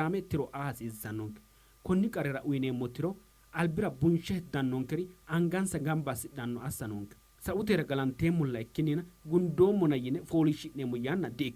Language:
Sidamo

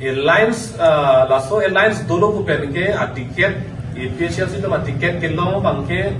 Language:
Karbi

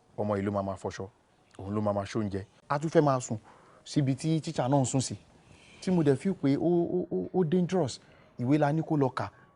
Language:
Yoruba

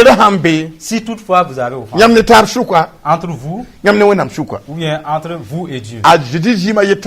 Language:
Mossi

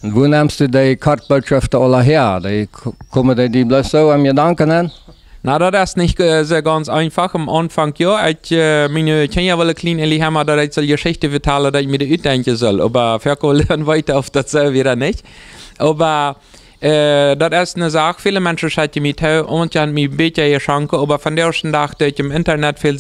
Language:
Plautdietsch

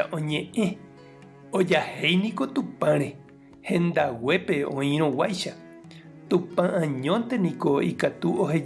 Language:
Guarani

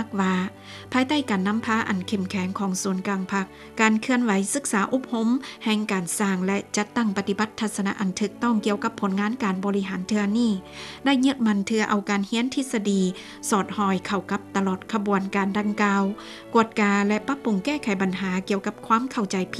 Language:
Lao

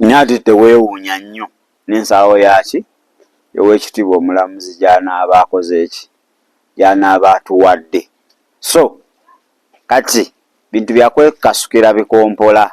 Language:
Ganda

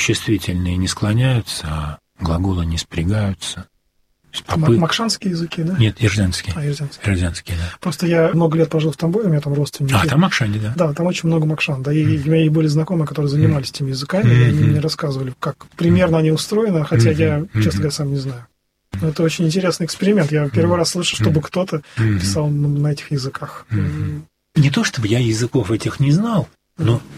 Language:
Russian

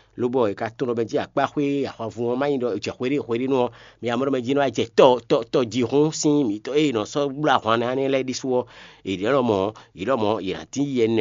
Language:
Fon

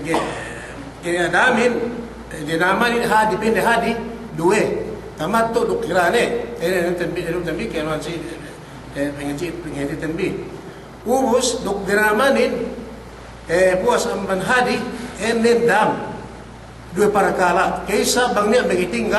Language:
Yakan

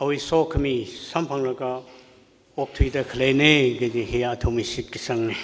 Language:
Tangkhul Naga (India)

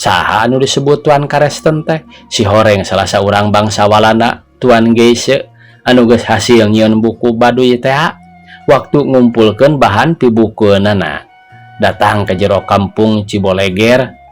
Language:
Sundanese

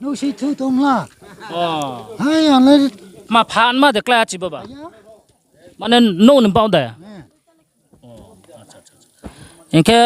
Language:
Riang (India)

